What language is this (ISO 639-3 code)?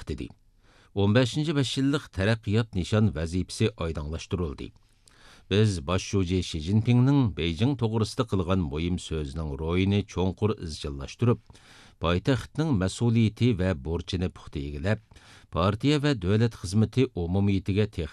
uig